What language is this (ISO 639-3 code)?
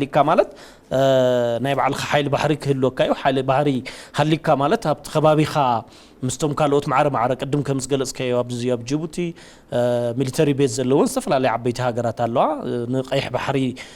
tir